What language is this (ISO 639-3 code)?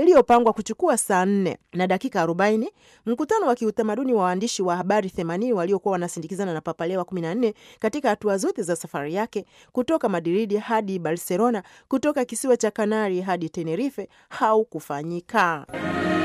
swa